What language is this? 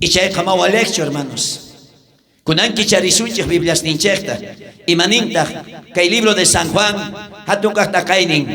South Bolivian Quechua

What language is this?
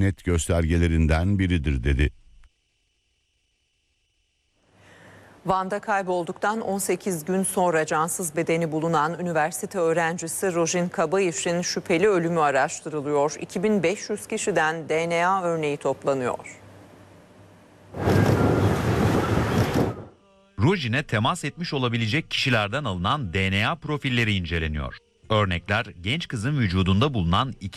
Turkish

